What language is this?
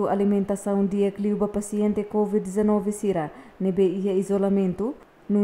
Tetum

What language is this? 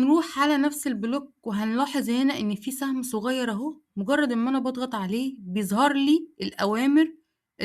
Egyptian Arabic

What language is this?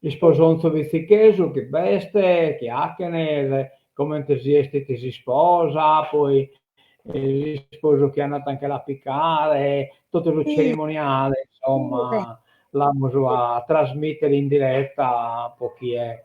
Sardinian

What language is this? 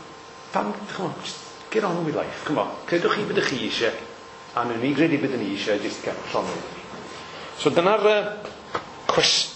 Welsh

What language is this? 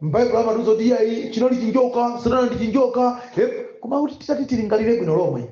Nyanja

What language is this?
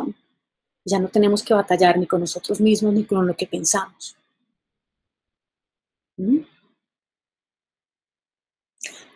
Spanish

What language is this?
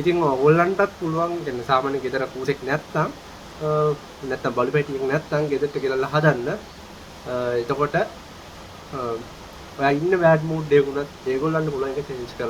Sinhala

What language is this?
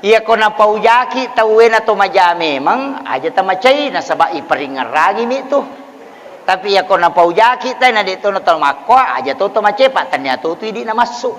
Buginese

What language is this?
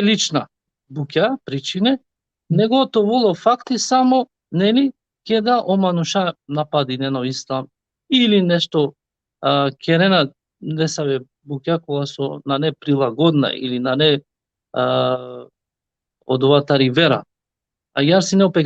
Balkan Romani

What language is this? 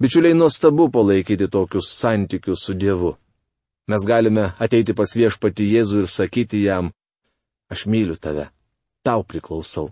Lithuanian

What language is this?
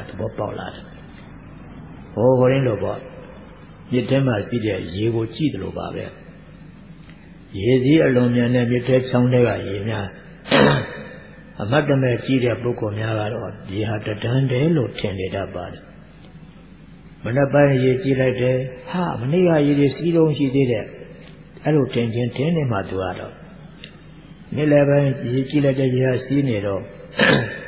Burmese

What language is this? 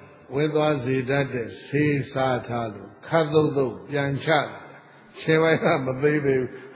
Burmese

